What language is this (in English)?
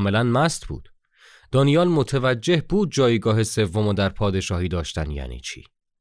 Persian